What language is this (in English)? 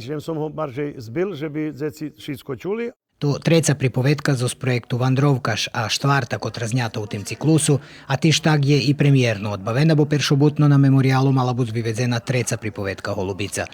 Rusyn